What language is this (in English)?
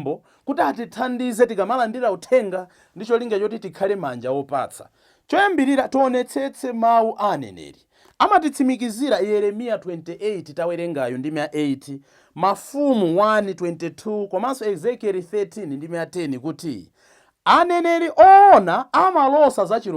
Nyanja